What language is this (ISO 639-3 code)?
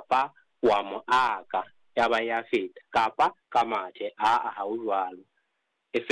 sot